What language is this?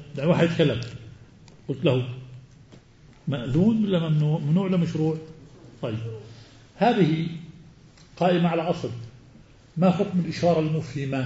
Arabic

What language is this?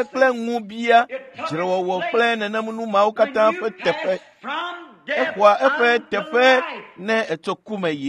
Ewe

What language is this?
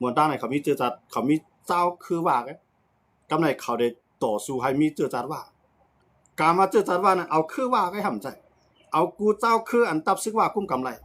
Shan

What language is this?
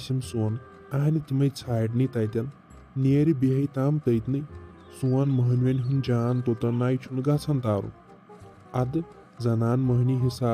Kashmiri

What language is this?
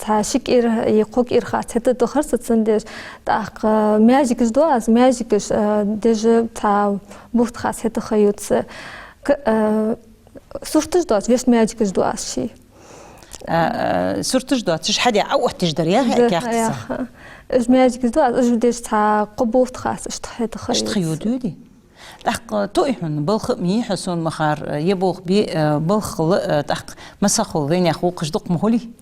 Ingush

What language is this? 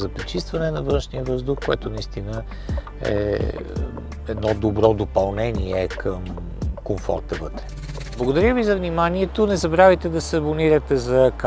Bulgarian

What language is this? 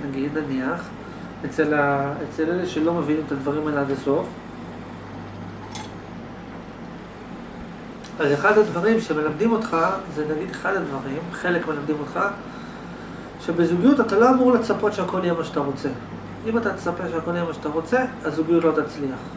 Hebrew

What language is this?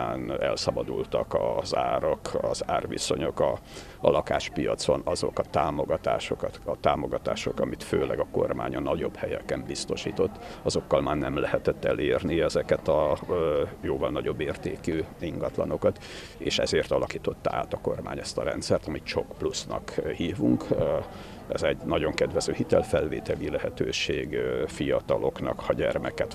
Hungarian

